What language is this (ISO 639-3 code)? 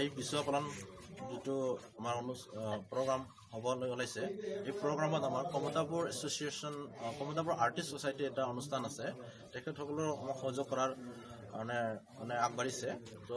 asm